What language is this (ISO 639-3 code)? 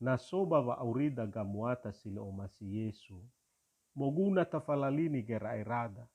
nia